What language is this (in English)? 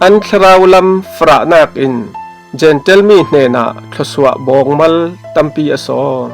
Falam Chin